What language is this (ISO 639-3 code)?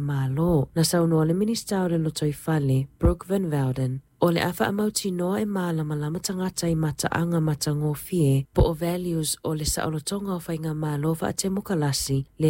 smo